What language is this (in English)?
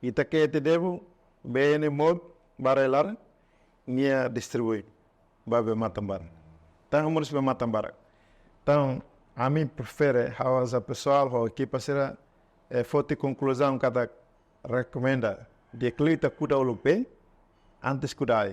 Tetum